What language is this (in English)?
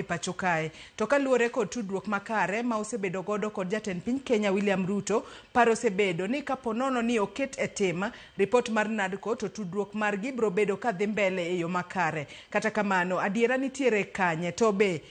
Luo (Kenya and Tanzania)